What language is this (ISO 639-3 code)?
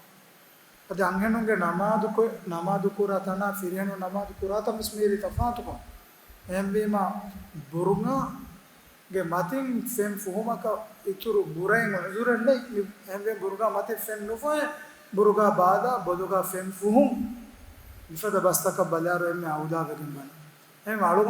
div